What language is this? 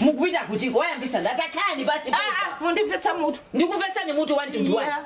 Nyanja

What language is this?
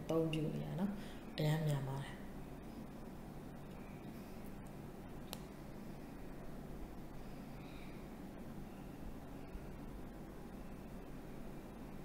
Burmese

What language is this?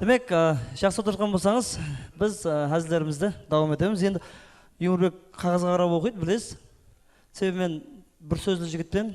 Kara-Kalpak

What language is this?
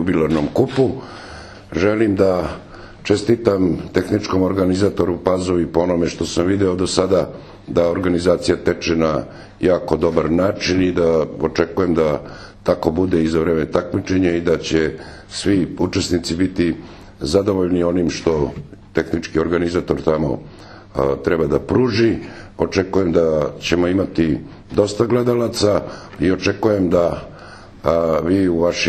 Serbian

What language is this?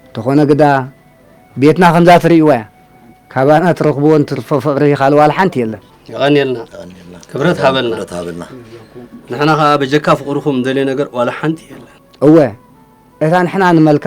Tigrinya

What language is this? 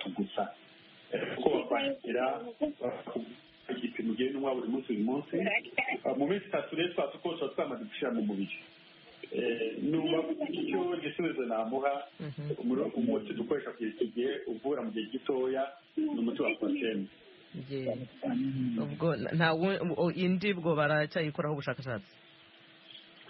Kinyarwanda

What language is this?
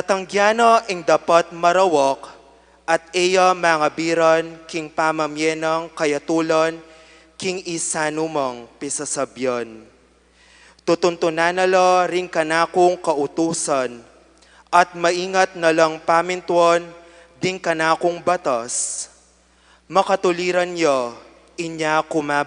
Pampanga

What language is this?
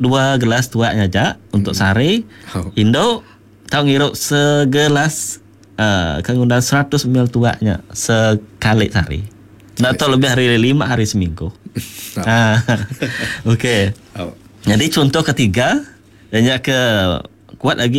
Iban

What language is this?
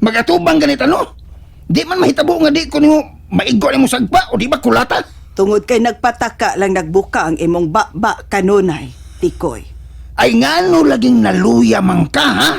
Cebuano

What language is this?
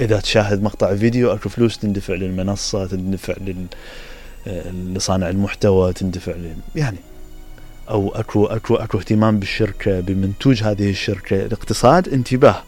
Mesopotamian Arabic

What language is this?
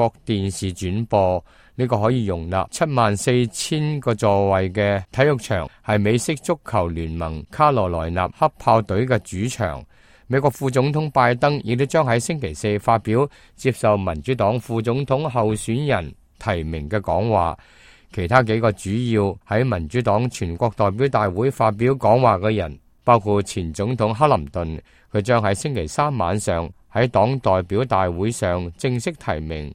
Cantonese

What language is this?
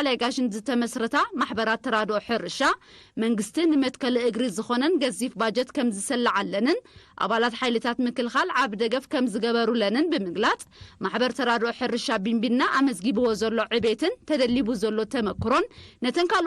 Tigrinya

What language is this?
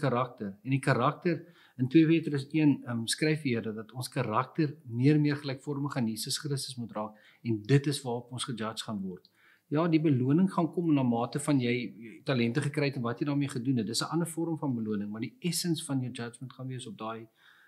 Afrikaans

